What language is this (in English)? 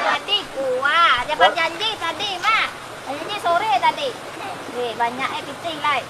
Minangkabau